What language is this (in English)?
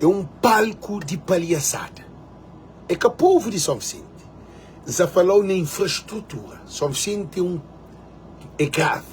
Kabuverdianu